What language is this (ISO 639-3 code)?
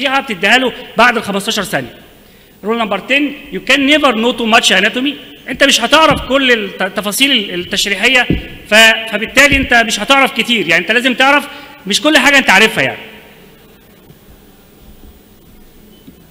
arz